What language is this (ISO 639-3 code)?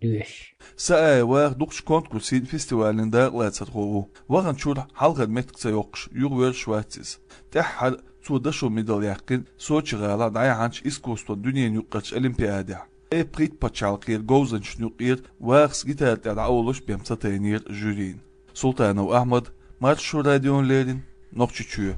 che